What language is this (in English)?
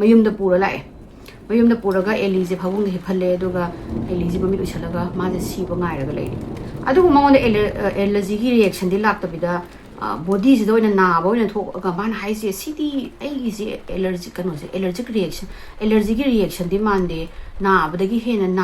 Manipuri